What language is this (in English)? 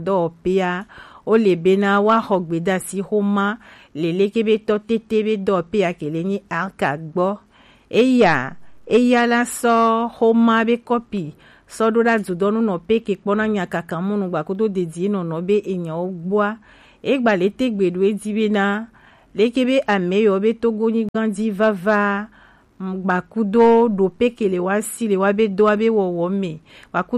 Gen